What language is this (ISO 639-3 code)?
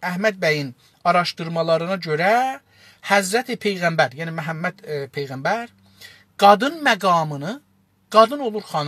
azb